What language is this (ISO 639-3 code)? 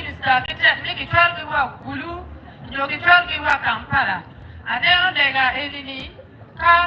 ach